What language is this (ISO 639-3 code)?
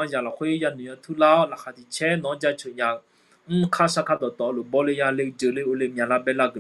ahk